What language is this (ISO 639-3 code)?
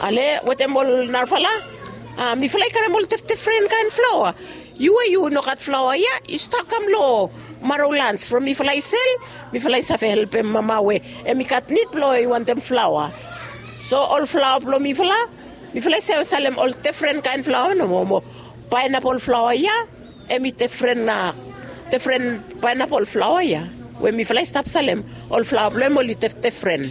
bis